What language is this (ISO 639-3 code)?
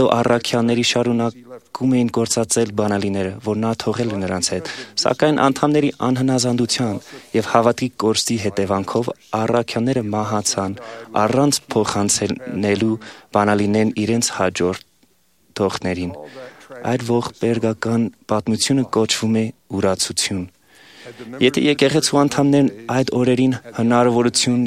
hye